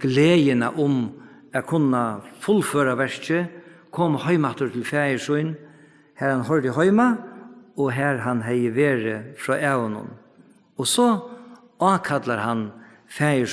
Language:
Faroese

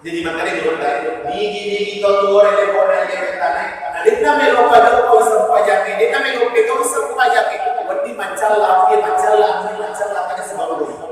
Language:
Buginese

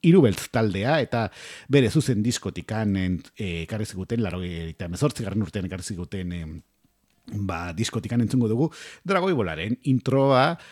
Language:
Basque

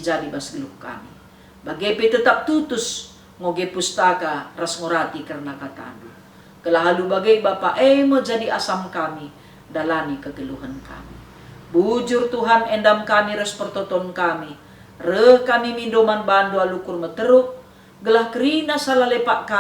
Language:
Batak Karo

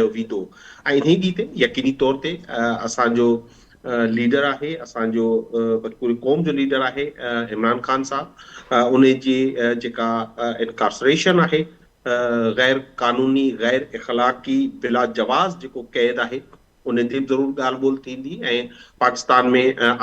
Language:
Sindhi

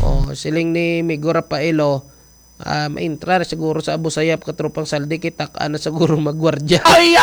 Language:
Hiligaynon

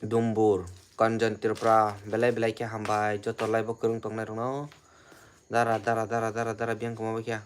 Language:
Kok Borok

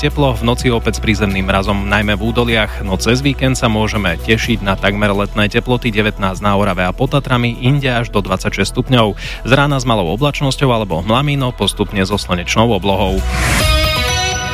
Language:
Slovak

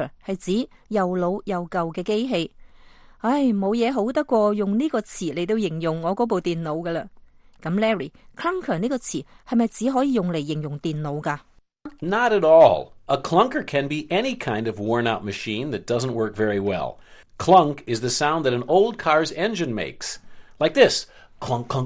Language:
Cantonese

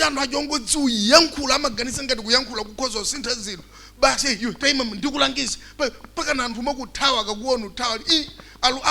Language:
Nyanja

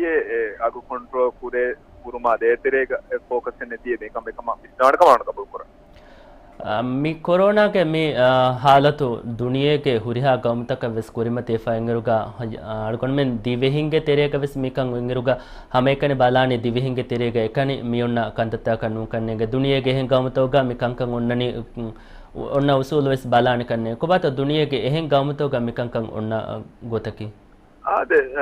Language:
Divehi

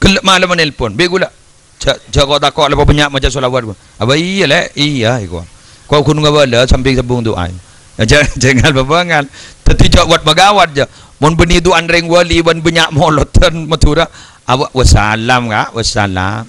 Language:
Madurese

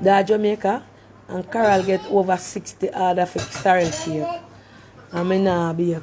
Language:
Jamaican Creole English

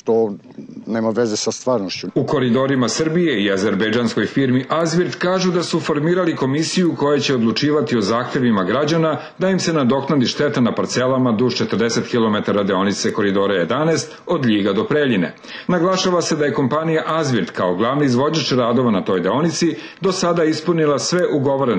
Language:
Serbian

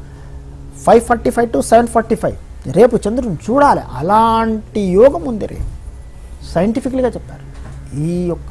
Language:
Telugu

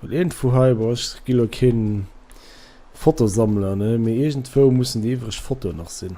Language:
Luxembourgish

